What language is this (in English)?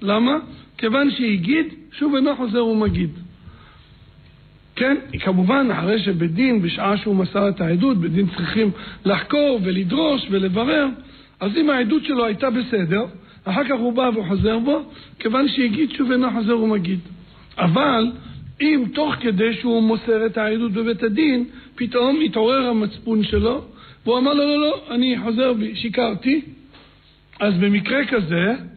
Hebrew